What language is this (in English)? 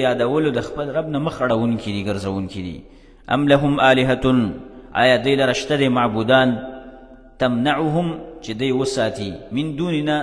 Pashto